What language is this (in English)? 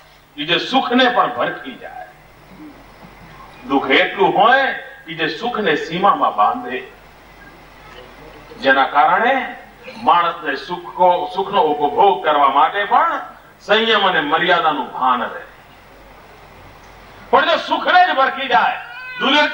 Gujarati